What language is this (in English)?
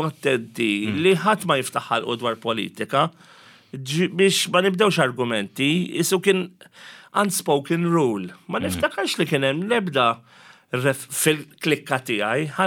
Maltese